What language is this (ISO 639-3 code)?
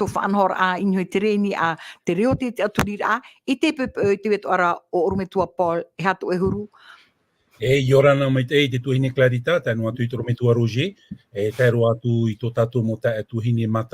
tah